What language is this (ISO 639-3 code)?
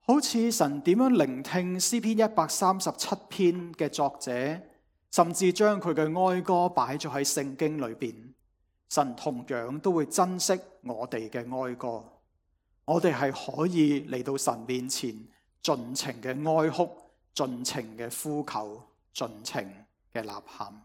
yue